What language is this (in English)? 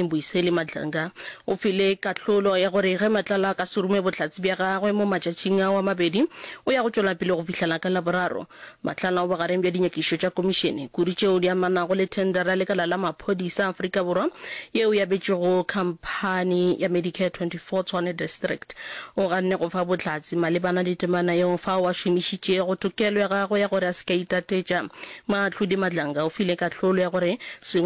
Northern Sotho